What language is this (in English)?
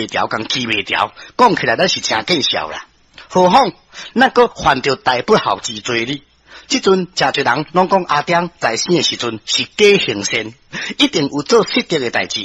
Min Nan Chinese